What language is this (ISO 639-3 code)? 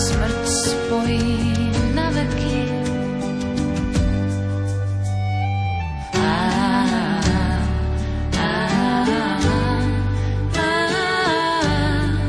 slk